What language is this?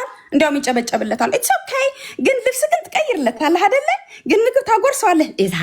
Amharic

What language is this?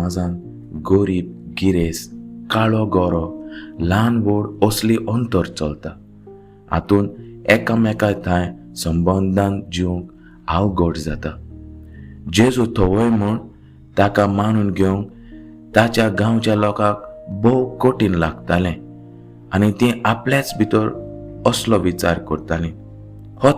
Konkani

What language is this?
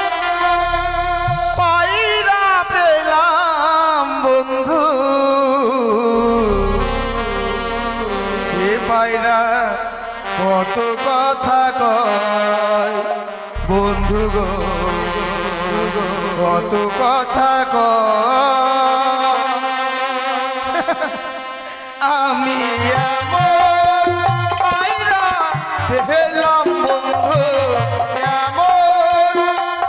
Bangla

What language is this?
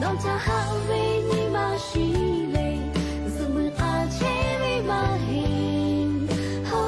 Lahu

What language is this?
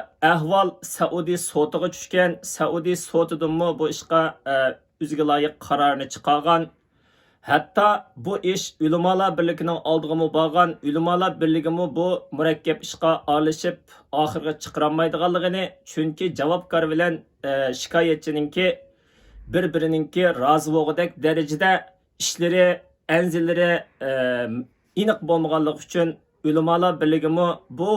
Uyghur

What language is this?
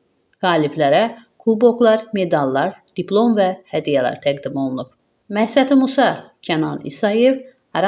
Azerbaijani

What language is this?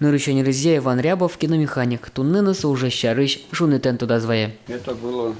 Udmurt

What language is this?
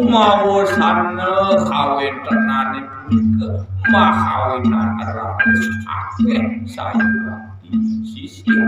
Balinese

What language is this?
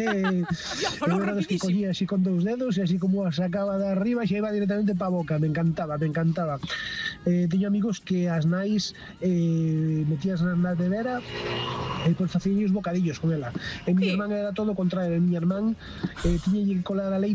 Galician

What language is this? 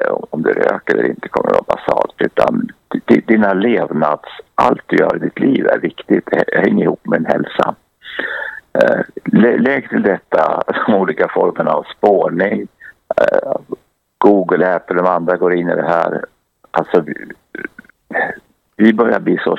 Swedish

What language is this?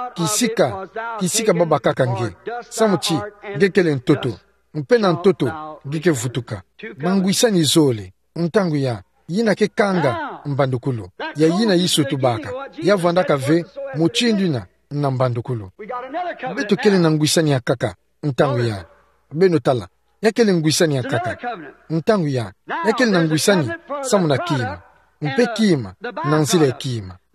Kituba (Democratic Republic of Congo)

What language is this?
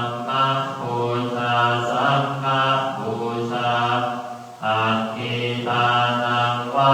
Pali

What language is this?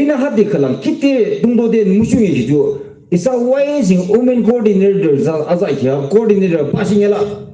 Yimchungru Naga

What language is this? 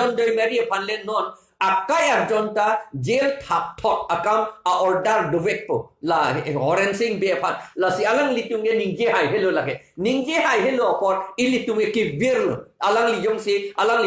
Karbi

